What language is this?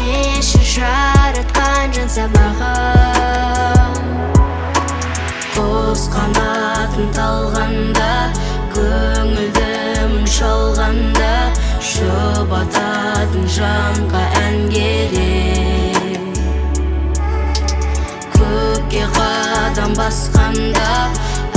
Kazakh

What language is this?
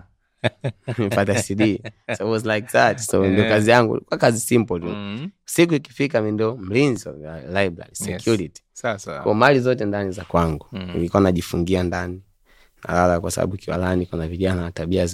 Swahili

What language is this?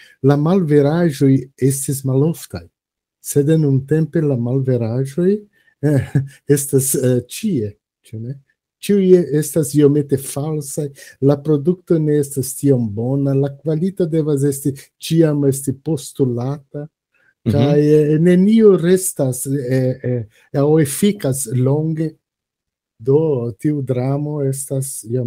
Esperanto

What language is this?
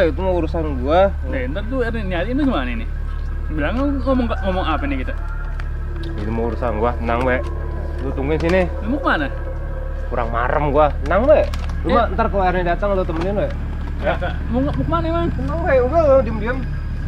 Betawi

